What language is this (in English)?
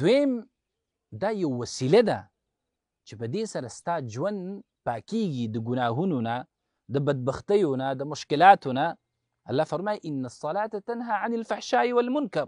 Pashto